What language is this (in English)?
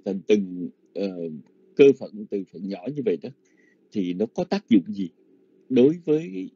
Vietnamese